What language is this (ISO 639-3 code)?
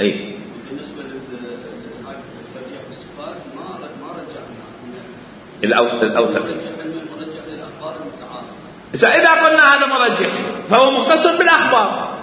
acm